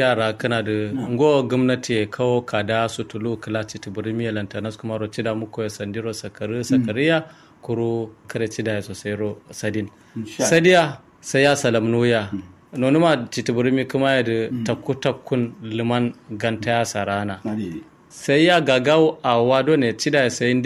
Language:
Kanuri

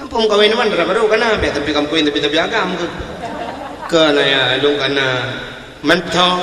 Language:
Achinese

